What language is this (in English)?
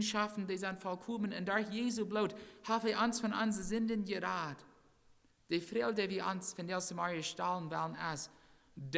Plautdietsch